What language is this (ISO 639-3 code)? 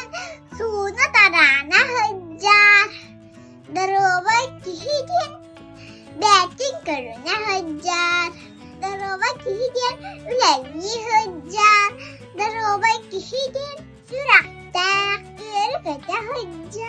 sah